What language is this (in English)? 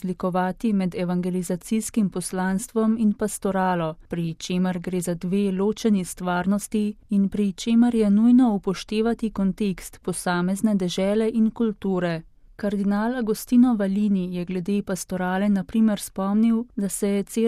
Slovenian